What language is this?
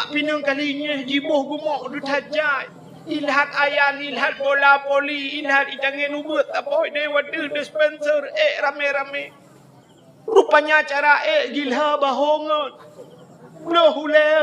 Achinese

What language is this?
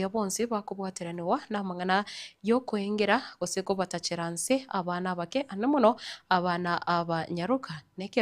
Gusii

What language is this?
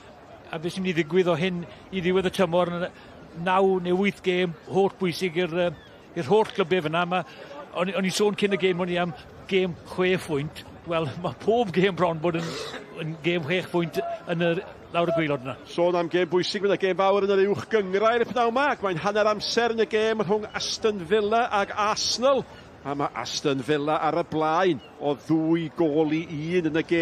Welsh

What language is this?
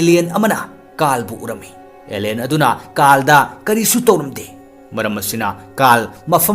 Manipuri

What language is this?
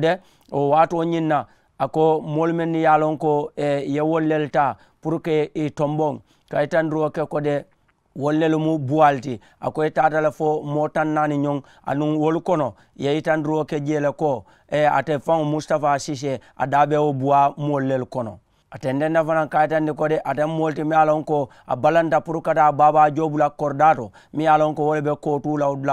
Mandingo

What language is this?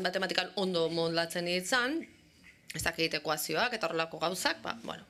Basque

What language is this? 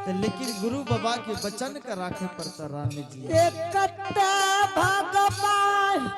Angika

